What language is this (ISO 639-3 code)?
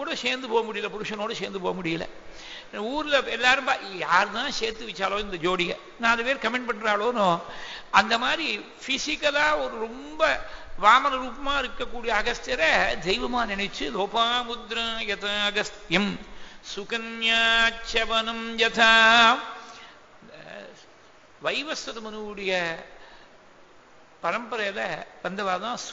tam